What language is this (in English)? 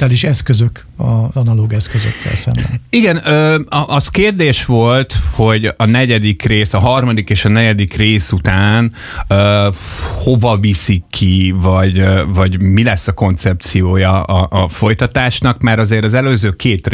Hungarian